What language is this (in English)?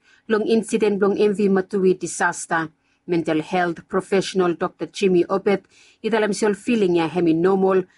Bislama